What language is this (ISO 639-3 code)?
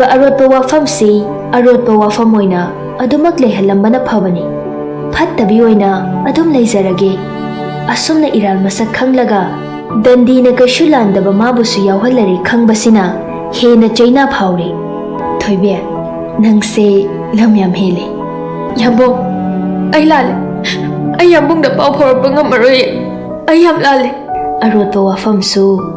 mni